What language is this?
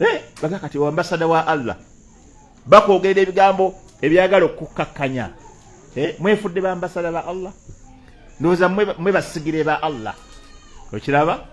Ganda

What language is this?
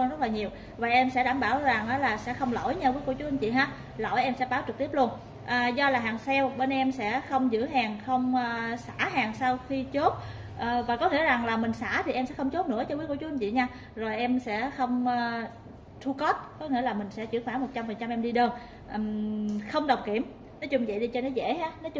Vietnamese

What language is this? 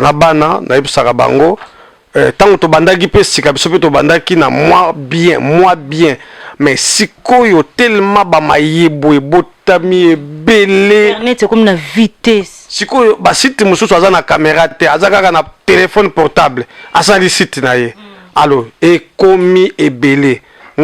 Lingala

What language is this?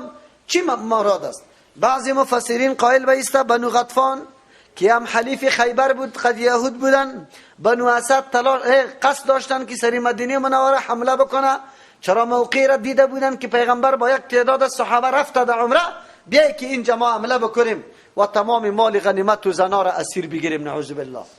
Persian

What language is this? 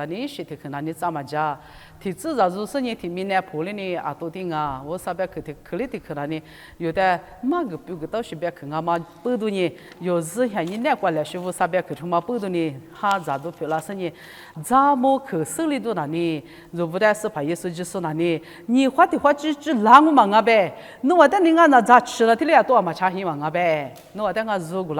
Lisu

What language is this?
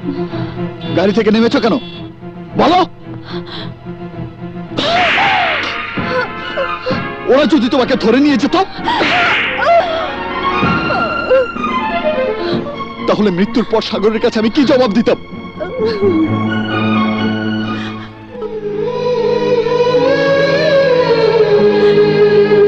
Bangla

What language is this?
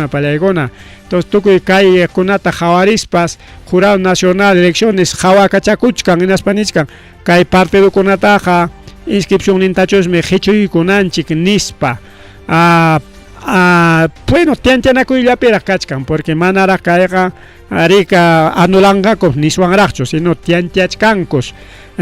Ayacucho Quechua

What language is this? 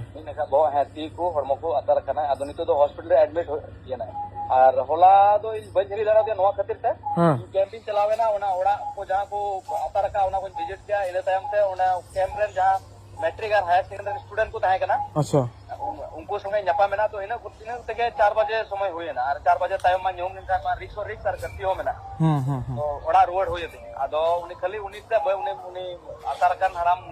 Santali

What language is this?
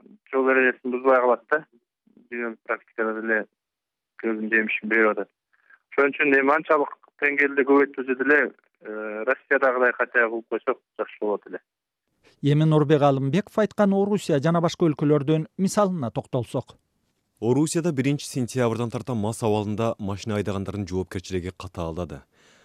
Kyrgyz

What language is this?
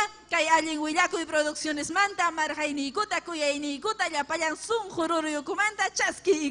Ayacucho Quechua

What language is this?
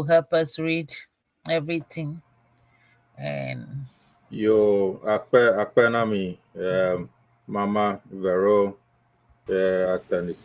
Ewe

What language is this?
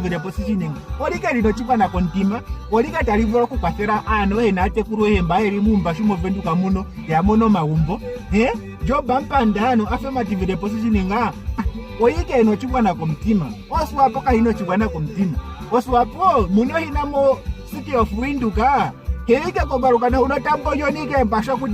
Ndonga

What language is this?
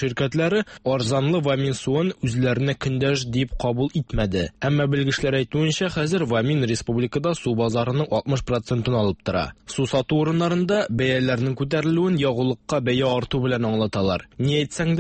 Tatar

